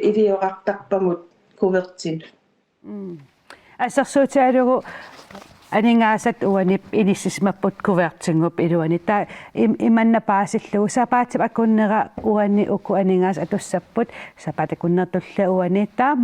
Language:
Kalaallisut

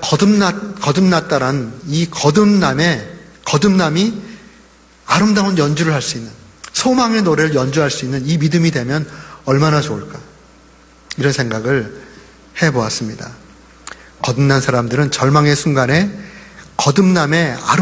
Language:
Korean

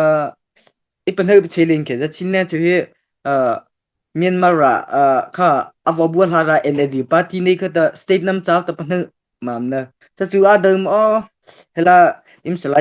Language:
Mara Chin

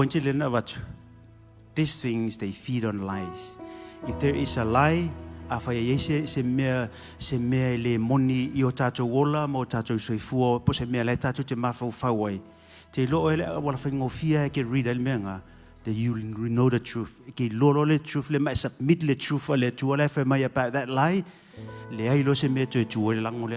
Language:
Samoan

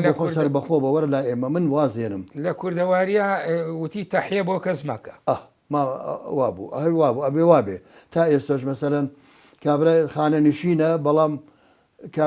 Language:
Central Kurdish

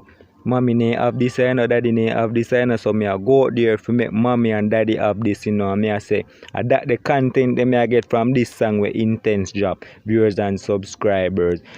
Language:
Jamaican Creole English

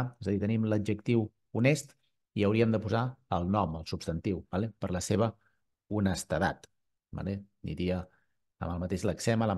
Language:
Catalan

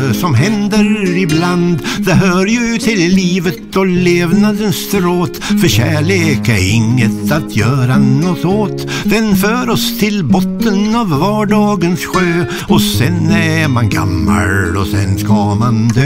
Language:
Swedish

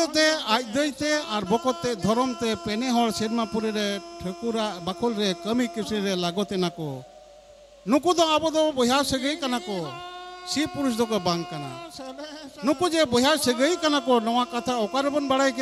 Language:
Santali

